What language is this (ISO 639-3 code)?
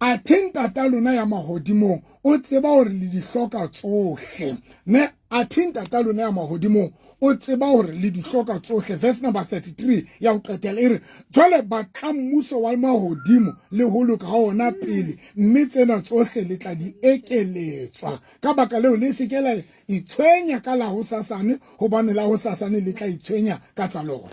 sot